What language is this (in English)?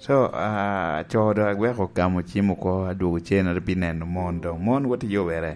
Lango (Uganda)